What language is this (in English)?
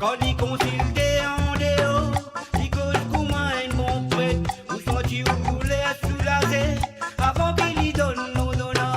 Morisyen